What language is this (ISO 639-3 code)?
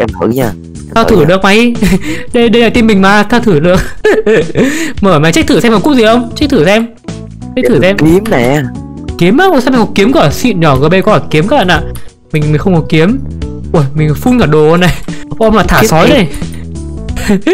vie